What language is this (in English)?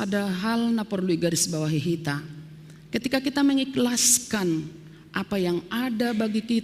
Batak Simalungun